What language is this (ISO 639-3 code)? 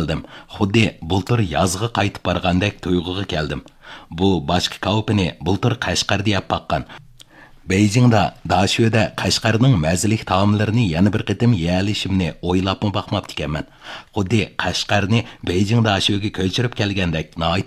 uig